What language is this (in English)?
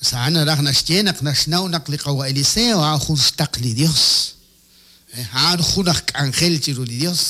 Kekchí